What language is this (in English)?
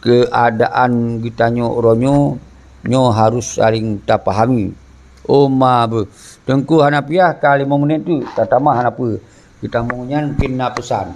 Achinese